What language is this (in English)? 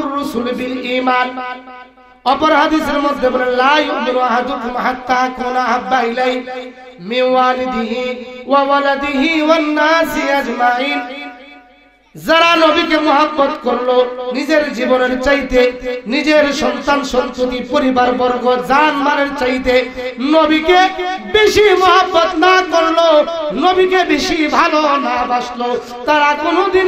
Bangla